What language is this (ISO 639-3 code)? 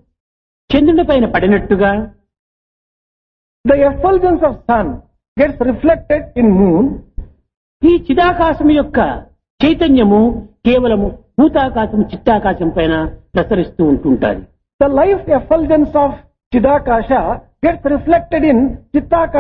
tel